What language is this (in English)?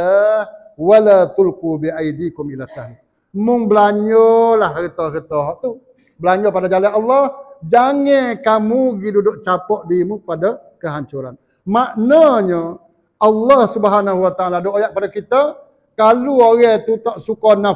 Malay